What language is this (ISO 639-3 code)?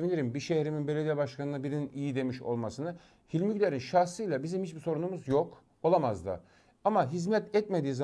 tur